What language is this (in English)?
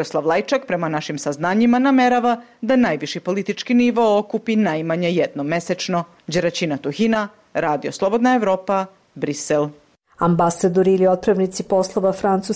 Serbian